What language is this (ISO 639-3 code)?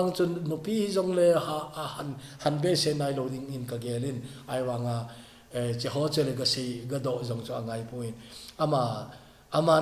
tcz